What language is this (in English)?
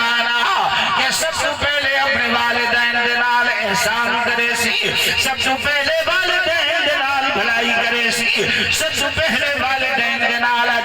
Saraiki